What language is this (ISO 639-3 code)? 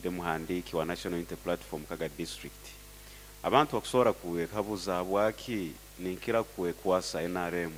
nyo